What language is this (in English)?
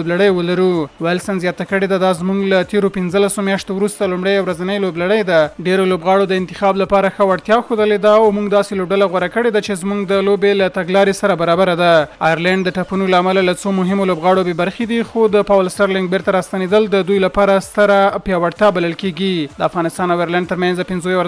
Pashto